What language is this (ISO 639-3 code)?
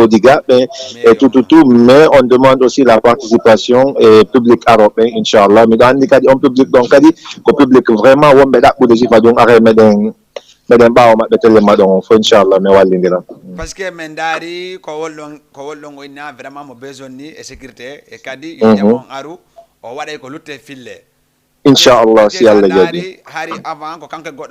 ful